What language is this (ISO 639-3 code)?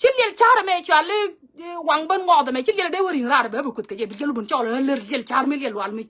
nus